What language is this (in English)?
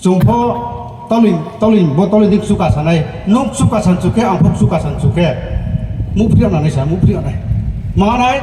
Riang (India)